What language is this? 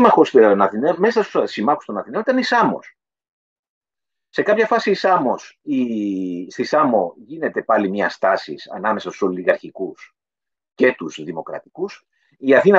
Greek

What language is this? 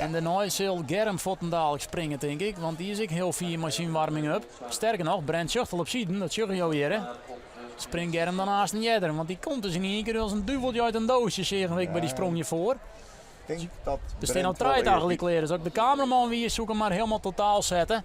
Western Frisian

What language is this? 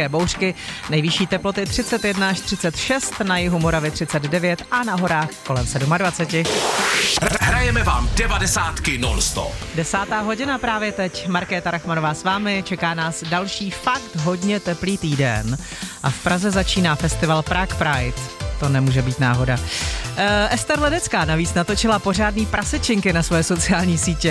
Czech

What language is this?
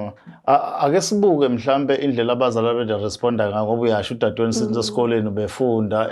Zulu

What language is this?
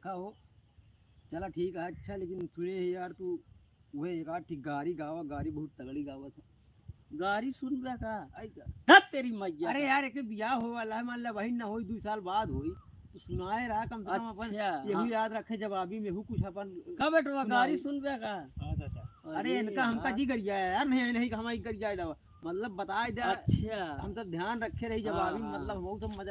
Awadhi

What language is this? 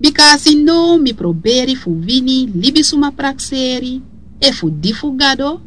Sranan Tongo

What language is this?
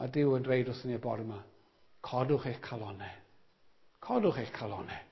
Welsh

